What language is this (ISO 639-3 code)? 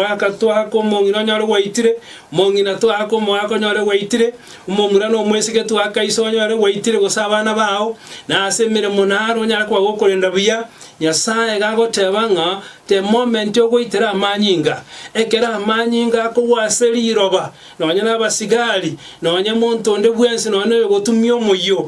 guz